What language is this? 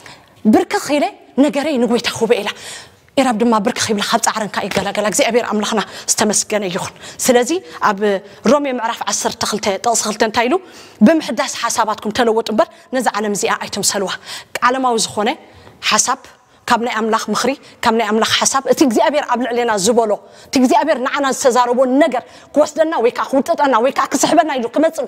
Tigrinya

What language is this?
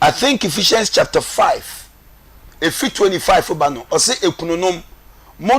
Akan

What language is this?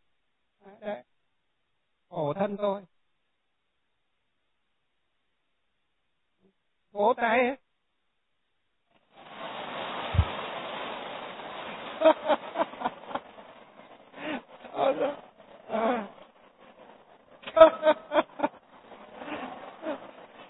Vietnamese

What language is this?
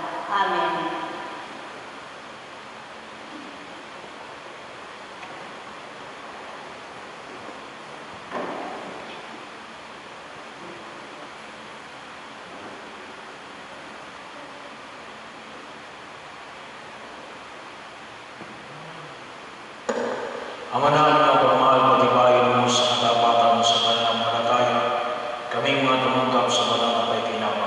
Filipino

